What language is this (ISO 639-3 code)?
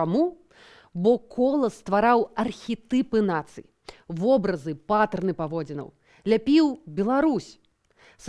bel